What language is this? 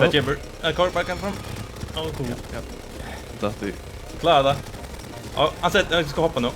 Faroese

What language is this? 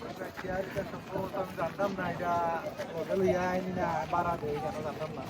Sylheti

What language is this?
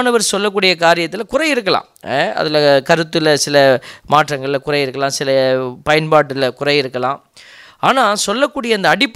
Tamil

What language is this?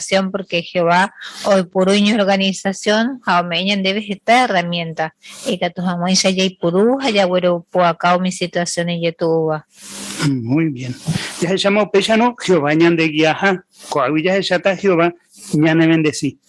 Guarani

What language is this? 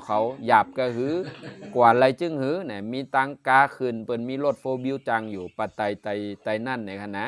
Shan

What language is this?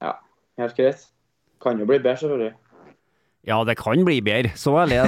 Norwegian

